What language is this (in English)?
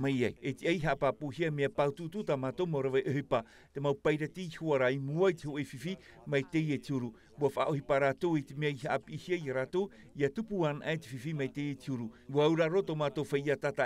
Tahitian